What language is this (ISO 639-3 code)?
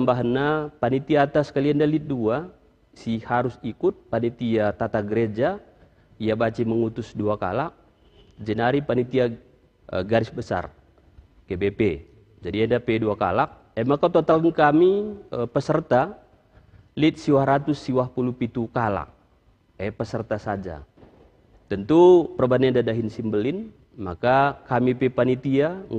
btx